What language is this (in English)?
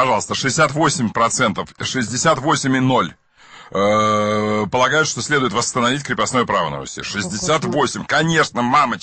Russian